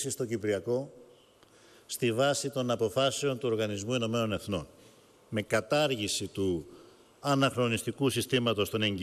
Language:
Greek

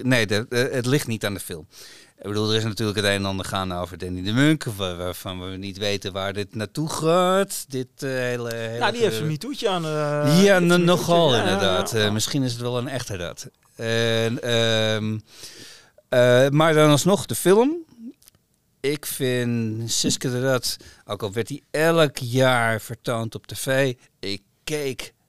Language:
Dutch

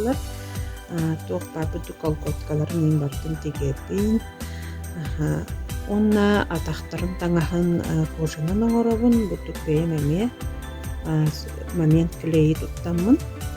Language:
Yakut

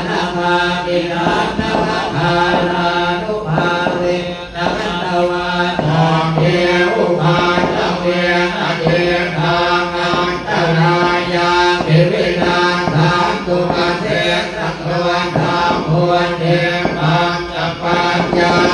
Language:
Pali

